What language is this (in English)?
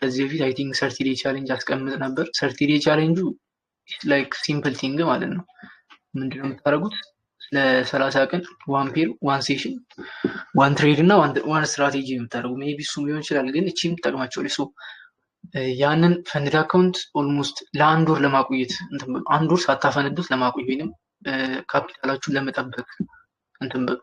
Amharic